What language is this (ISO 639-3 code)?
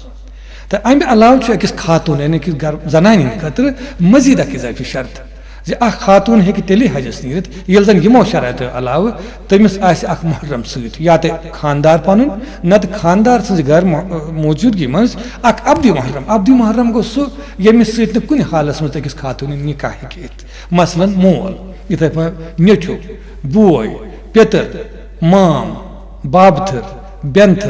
kas